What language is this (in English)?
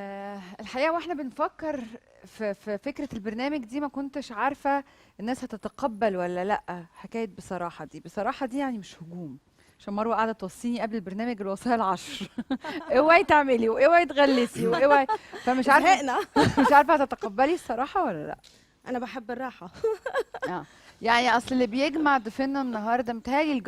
Egyptian Arabic